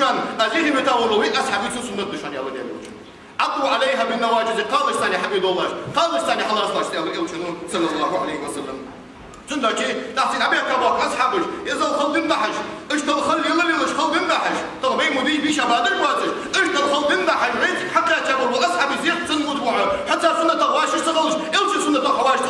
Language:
Ingush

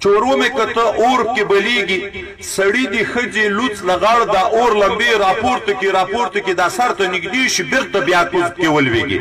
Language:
Pashto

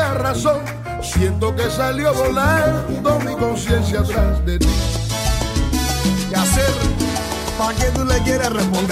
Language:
Spanish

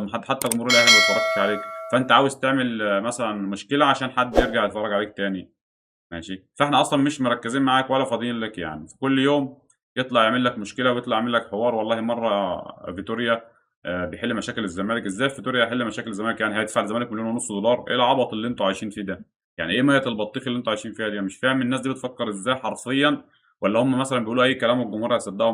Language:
Egyptian Arabic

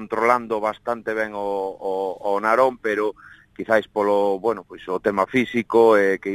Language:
Galician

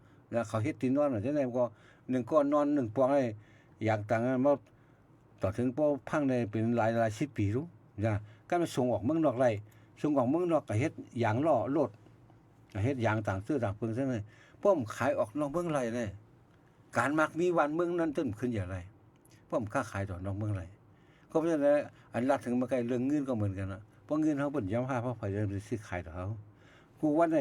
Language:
Shan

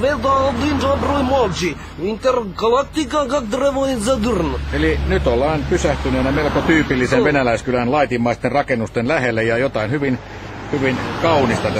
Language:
Finnish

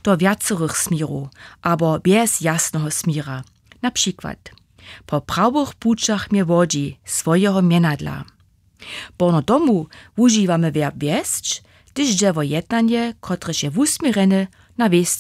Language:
Upper Sorbian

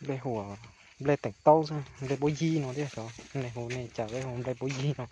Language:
Hmong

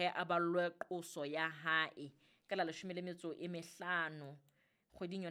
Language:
Southern Sotho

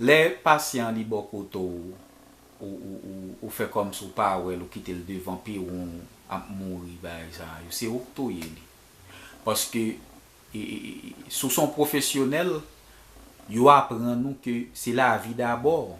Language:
Haitian Creole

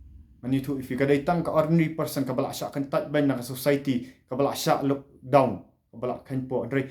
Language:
Khasi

